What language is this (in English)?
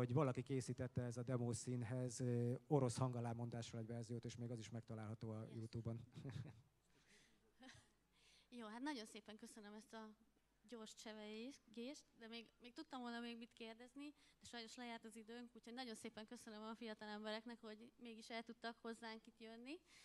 Hungarian